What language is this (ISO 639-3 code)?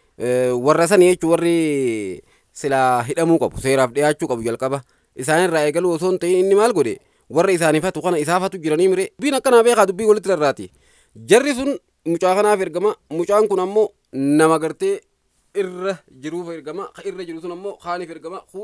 orm